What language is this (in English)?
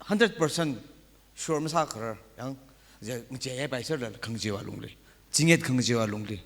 Tangkhul Naga (India)